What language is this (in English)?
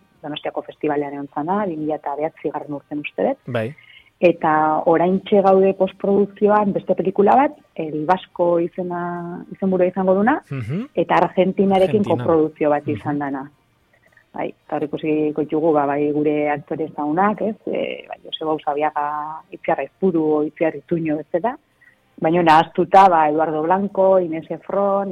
Basque